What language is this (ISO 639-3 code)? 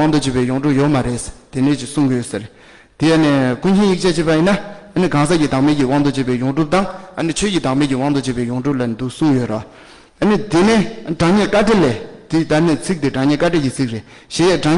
bod